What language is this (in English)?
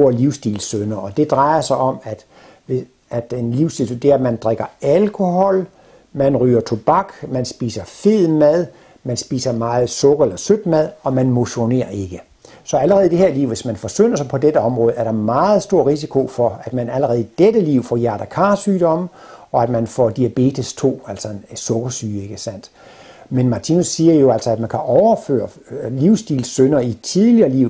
Danish